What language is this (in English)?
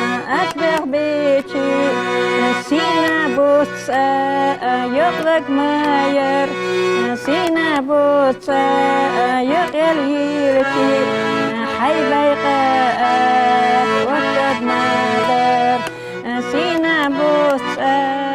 Ingush